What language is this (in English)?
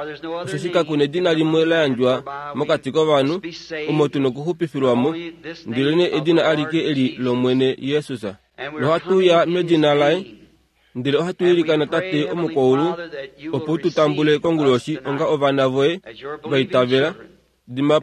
Kuanyama